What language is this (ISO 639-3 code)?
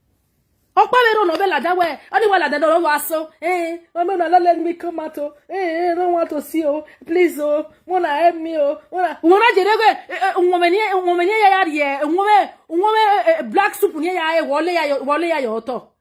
pcm